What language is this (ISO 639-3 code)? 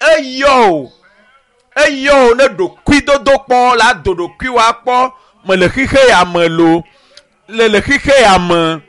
ewe